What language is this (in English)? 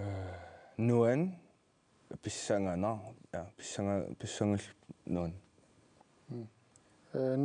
Kalaallisut